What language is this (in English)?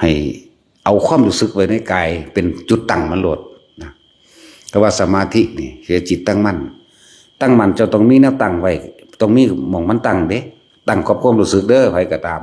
Northeastern Thai